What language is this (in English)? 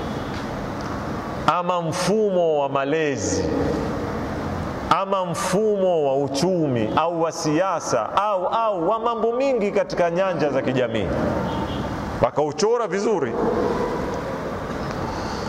Swahili